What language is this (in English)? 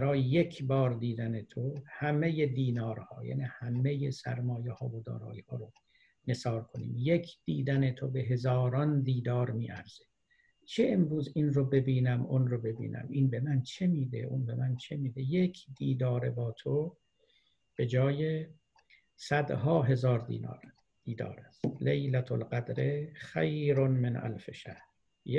Persian